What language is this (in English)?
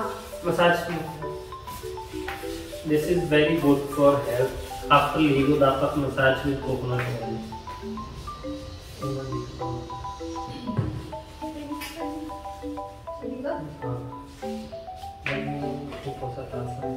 Filipino